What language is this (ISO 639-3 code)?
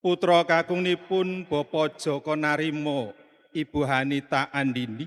jav